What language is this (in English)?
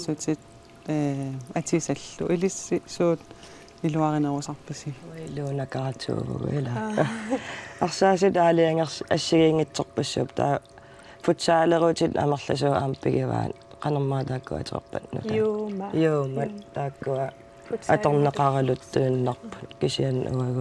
Kalaallisut